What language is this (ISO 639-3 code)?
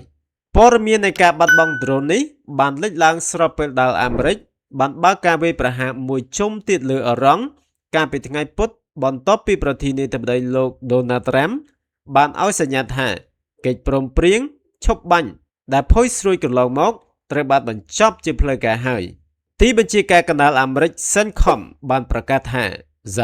khm